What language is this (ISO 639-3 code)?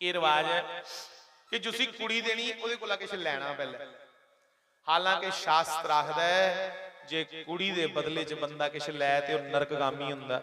doi